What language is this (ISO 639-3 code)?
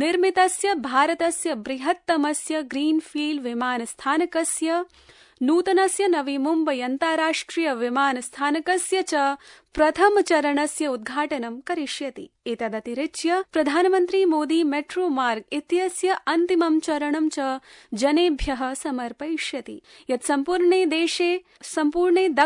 san